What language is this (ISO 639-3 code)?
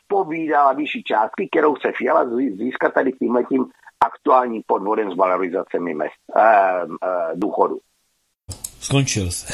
ces